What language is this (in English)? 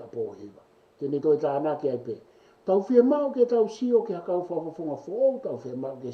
Tongan